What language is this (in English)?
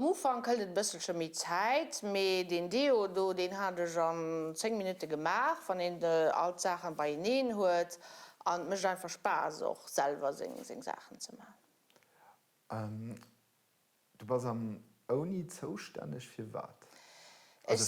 Luxembourgish